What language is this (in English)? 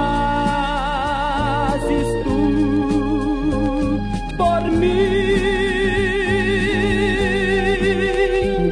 Portuguese